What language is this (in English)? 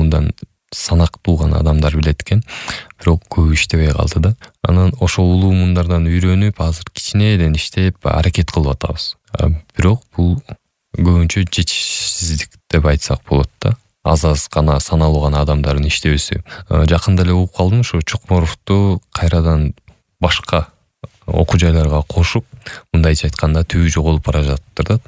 Kyrgyz